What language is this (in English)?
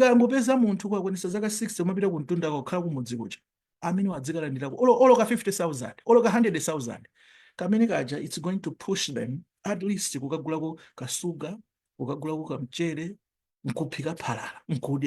Nyanja